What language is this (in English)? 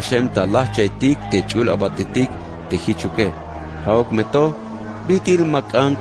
Tzeltal